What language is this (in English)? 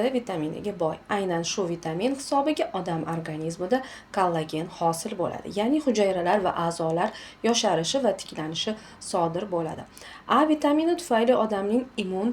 Uzbek